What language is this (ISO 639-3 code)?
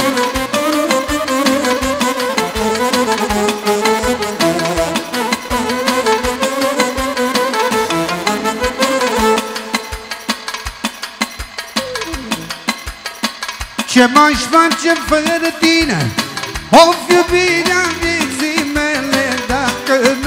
ron